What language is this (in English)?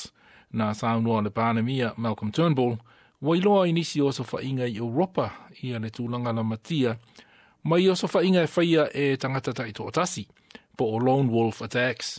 Samoan